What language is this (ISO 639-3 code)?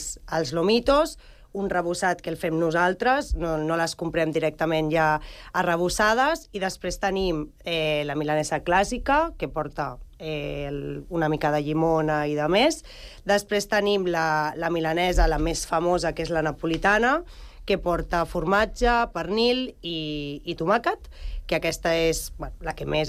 cat